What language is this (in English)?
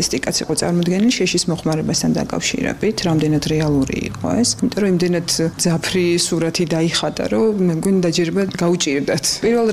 Georgian